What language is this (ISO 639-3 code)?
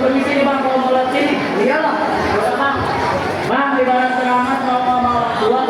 bew